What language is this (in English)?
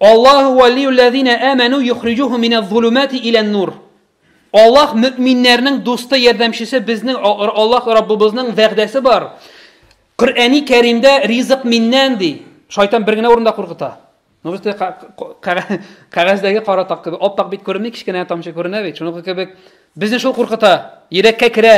Tatar